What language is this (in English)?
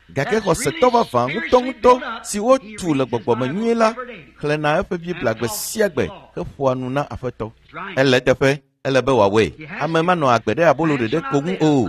Ewe